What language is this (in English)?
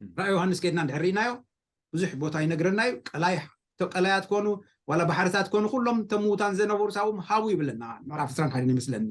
Tigrinya